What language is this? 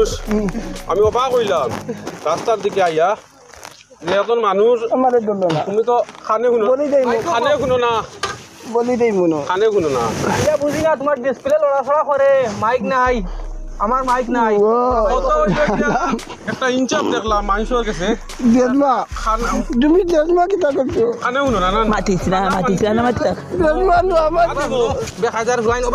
Sylheti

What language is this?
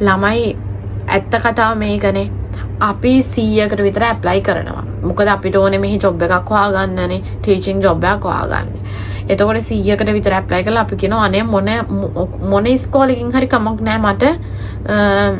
Sinhala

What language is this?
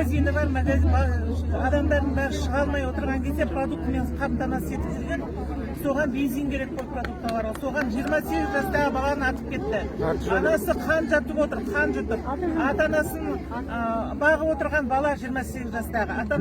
Kazakh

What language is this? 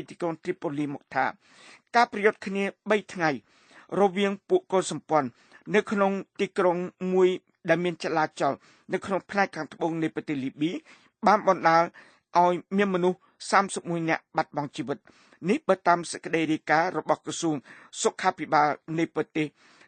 Khmer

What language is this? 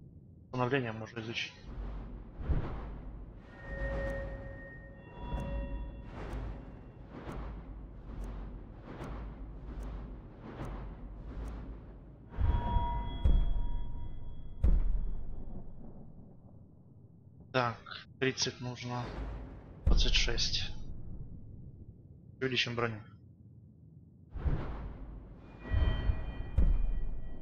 Russian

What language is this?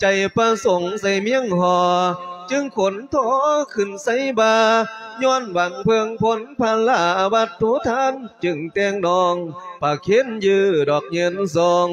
Lao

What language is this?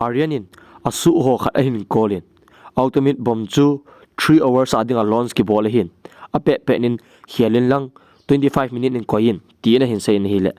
Thado Chin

